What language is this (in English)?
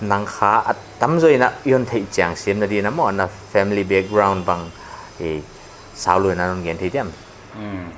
Paite Chin